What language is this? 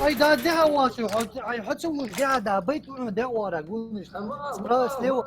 Ingush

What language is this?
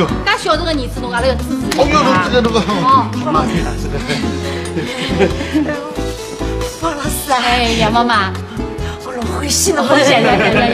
Wu Chinese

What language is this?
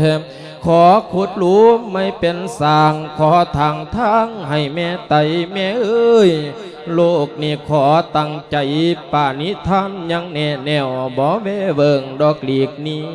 Lao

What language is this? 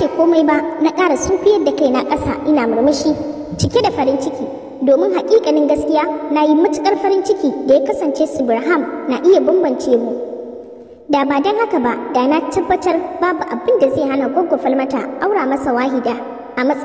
Hausa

